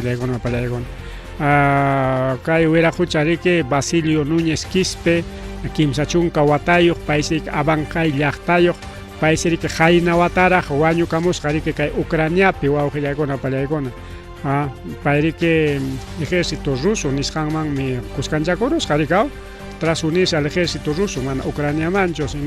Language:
Ayacucho Quechua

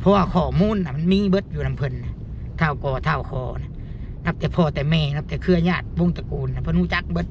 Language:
Lao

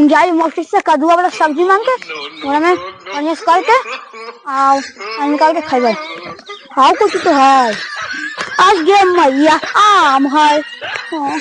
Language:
Magahi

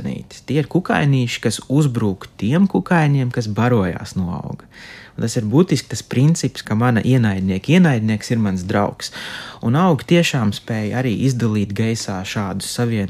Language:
Latvian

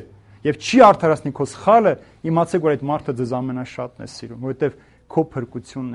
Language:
Armenian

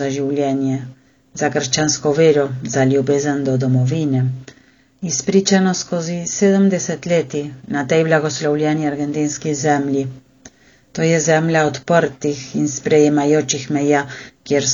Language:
Slovenian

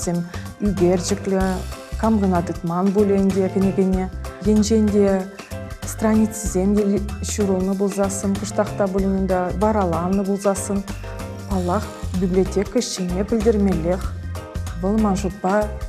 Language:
Chuvash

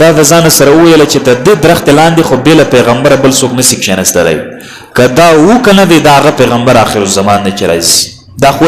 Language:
Pashto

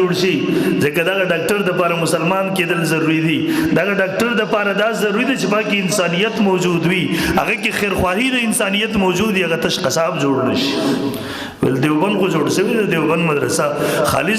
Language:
Pashto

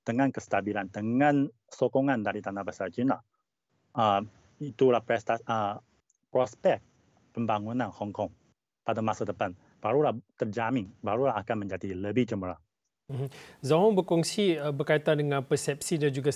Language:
Malay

